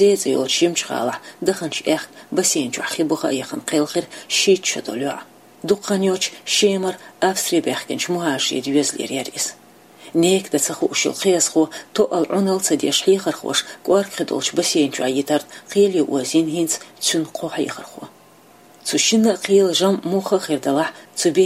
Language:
Chechen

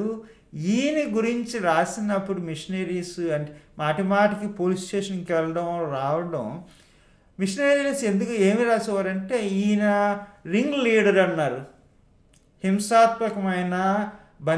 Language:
Telugu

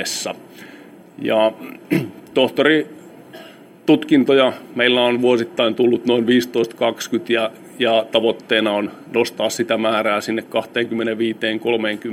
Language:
Finnish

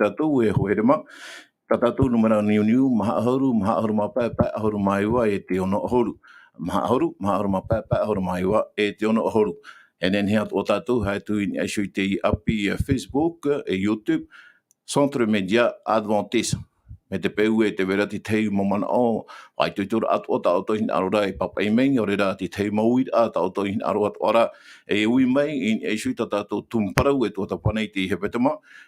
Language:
Tahitian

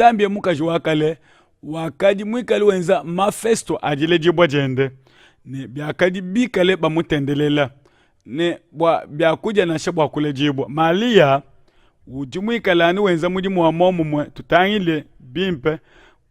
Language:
Luba-Lulua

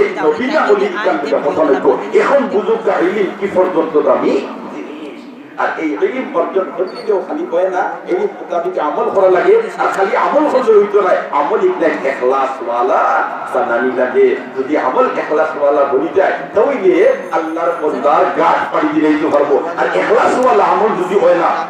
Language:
Sylheti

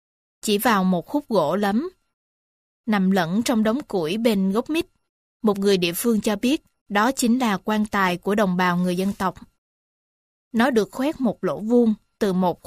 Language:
Vietnamese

